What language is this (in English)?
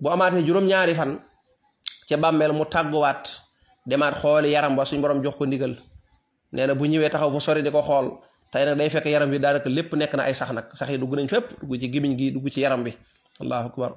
Wolof